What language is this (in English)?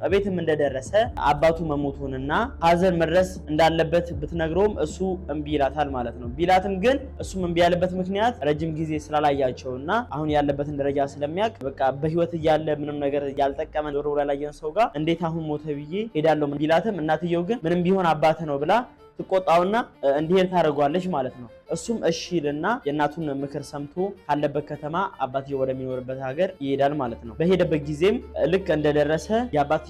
Amharic